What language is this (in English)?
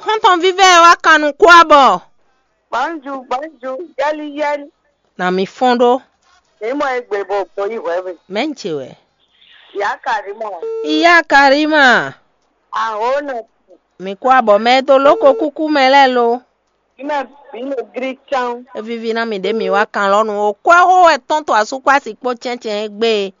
Fon